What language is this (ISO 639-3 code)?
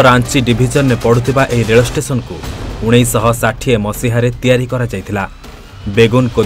ori